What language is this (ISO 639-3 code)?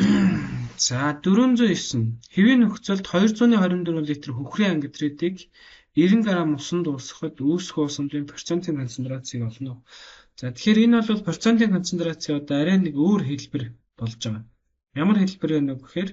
mon